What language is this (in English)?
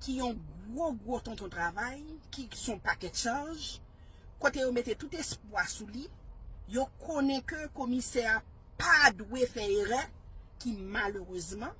Haitian Creole